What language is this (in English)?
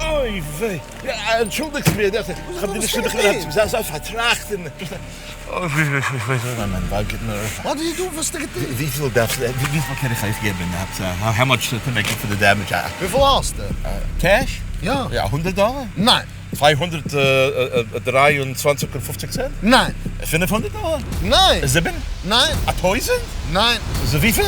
Yiddish